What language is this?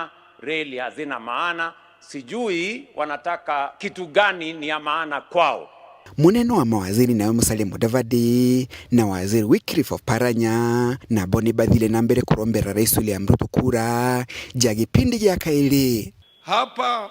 Meru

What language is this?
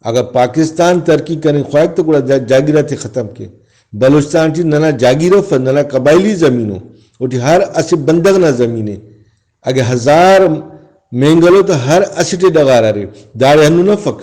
Brahui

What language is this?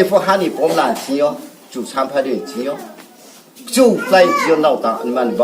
Riang (India)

